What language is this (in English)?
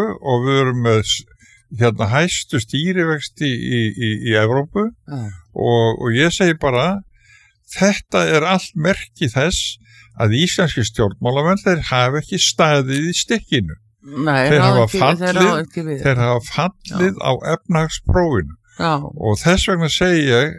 Icelandic